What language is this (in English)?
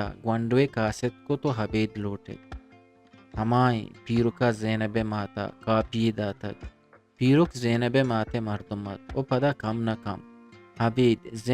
Eastern Balochi